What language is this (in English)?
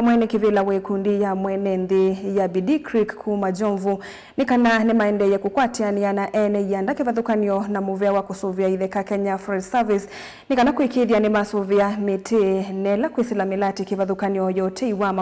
Kamba